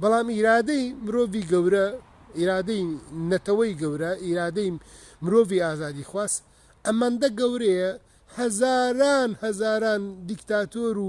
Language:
Central Kurdish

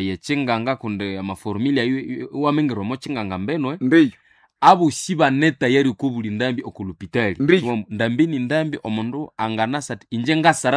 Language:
Nande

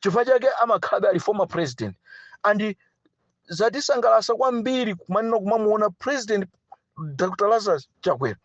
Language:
Nyanja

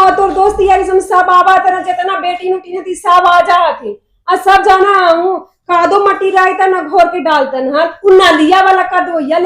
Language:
Magahi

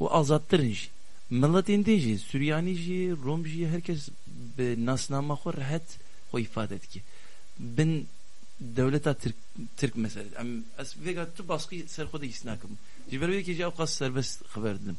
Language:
Kurdish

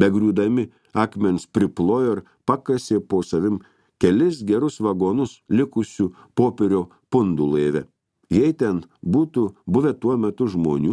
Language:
Lithuanian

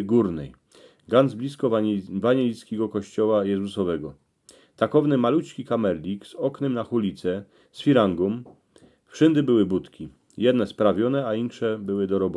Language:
Silesian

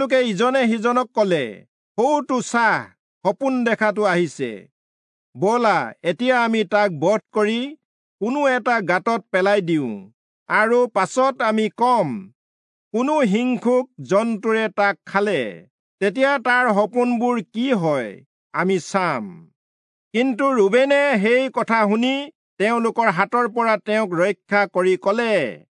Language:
Assamese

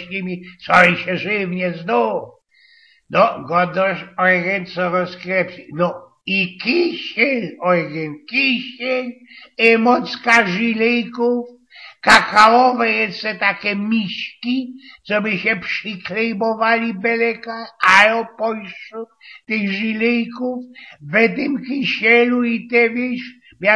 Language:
Silesian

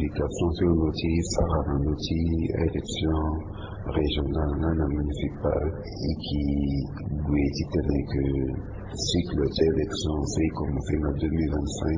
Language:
Sango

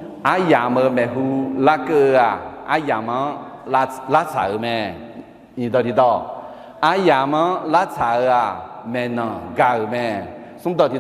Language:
Akha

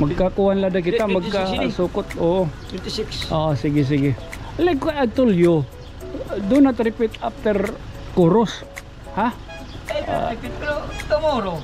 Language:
Waray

